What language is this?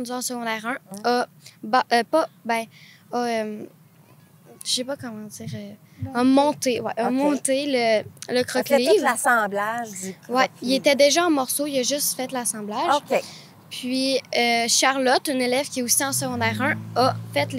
French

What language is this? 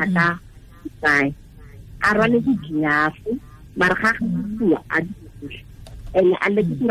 Tswana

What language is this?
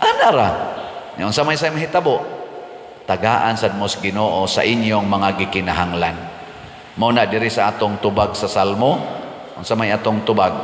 Cebuano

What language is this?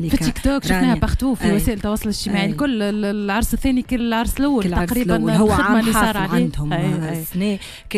Tunisian Arabic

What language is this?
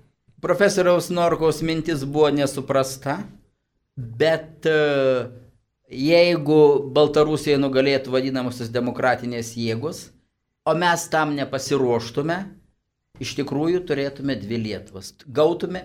Lithuanian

